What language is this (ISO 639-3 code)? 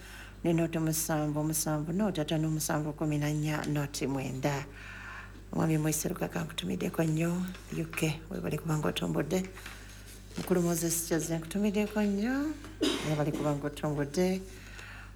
lug